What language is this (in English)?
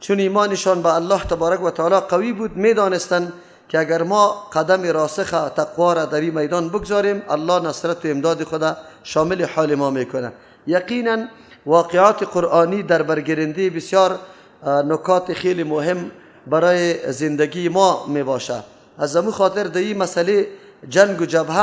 Persian